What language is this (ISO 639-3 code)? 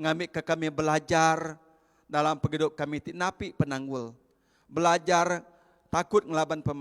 iba